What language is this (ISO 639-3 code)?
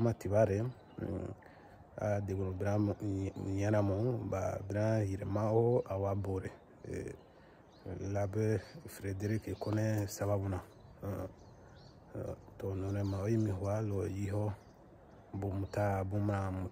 bmq